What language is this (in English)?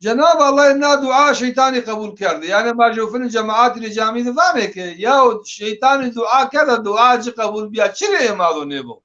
Zaza